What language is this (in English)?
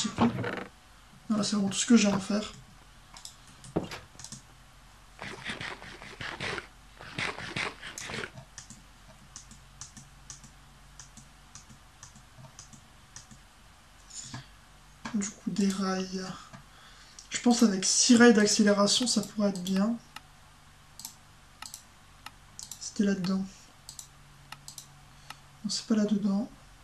French